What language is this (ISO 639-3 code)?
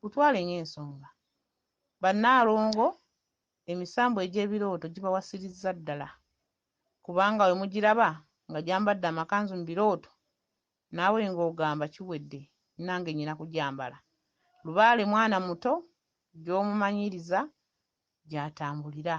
lug